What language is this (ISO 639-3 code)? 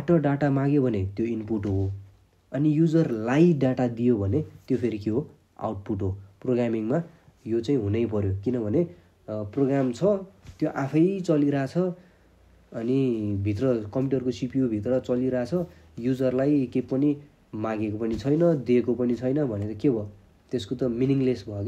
nep